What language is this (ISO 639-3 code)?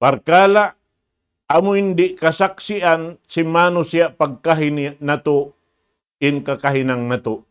tsg